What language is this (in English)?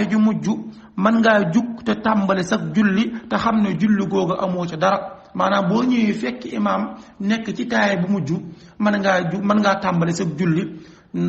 Wolof